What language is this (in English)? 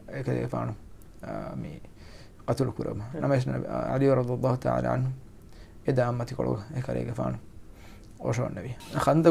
Divehi